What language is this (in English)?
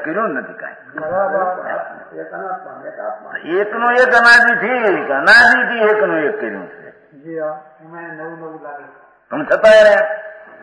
Gujarati